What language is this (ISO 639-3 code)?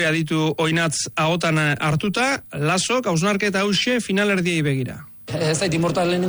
eus